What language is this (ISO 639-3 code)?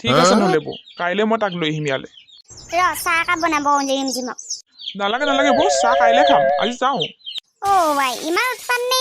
asm